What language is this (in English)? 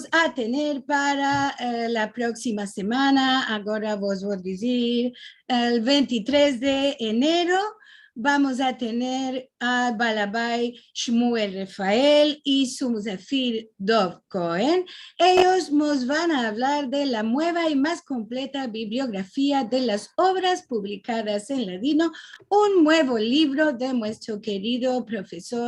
Ladino